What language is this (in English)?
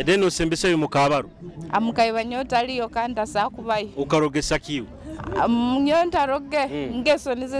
Nyoro